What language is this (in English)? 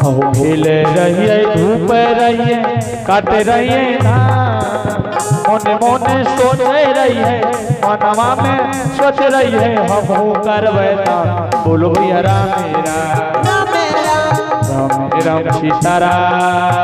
Angika